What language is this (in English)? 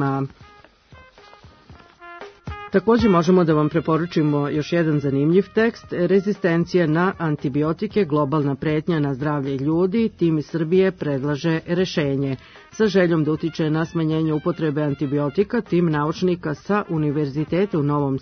Serbian